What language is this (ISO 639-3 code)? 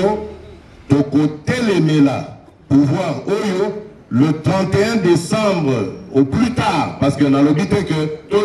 lin